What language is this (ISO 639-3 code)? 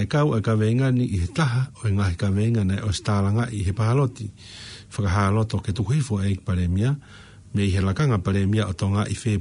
ton